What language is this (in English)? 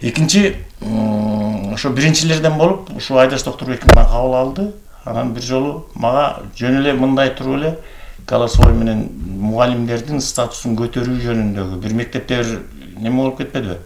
Kyrgyz